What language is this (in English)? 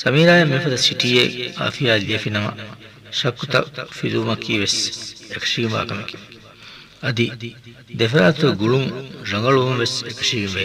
Divehi